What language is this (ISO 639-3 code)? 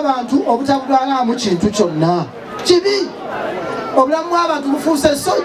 lug